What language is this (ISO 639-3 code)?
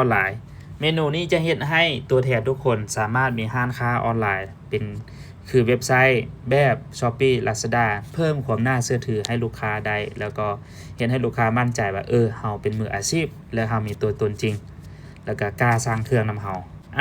lao